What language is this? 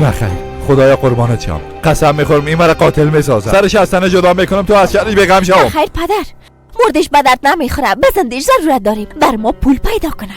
Persian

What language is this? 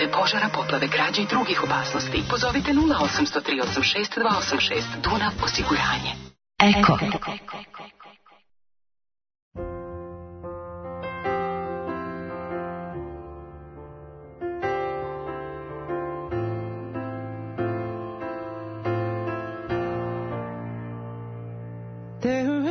Serbian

